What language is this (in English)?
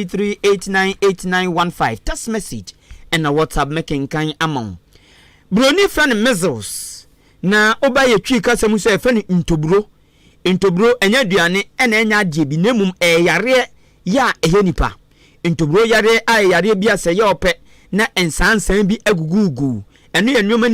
Akan